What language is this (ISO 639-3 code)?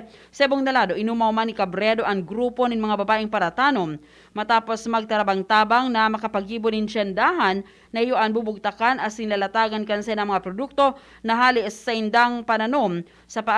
bik